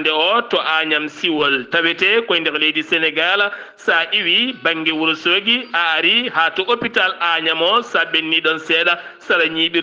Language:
Fula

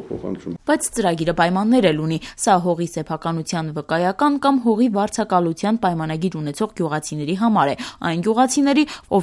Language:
Armenian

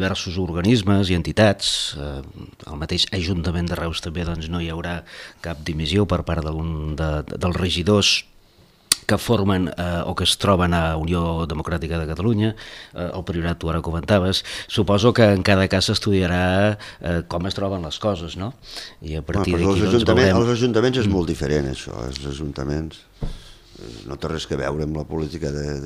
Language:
Catalan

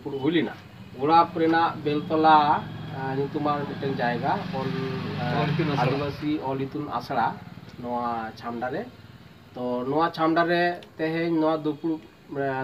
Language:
Santali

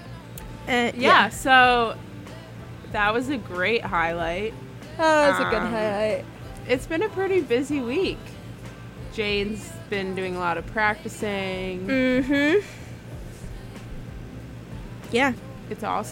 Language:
English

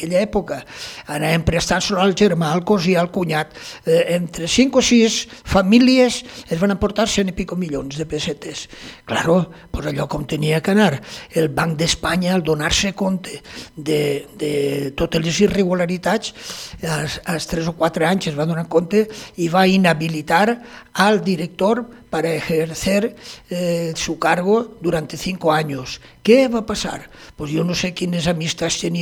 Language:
Catalan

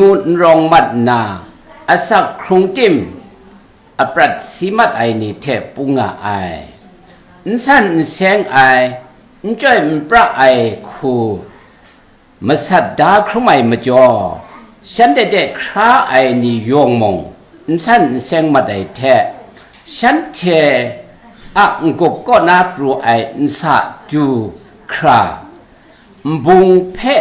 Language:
Kachin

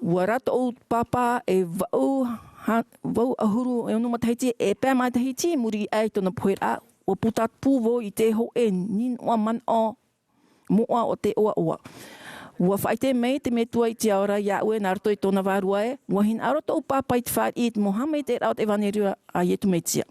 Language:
Tahitian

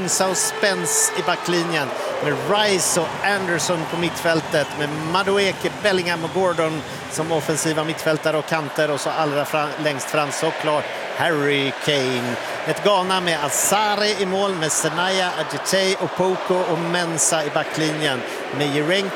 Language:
Swedish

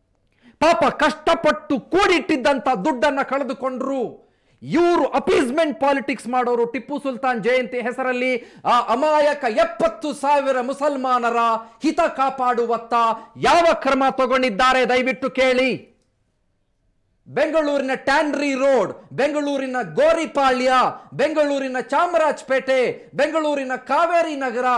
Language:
Kannada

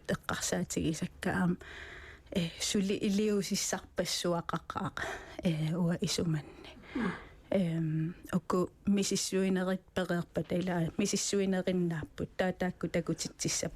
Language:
Kalaallisut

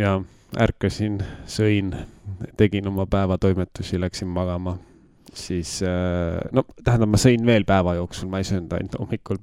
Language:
Estonian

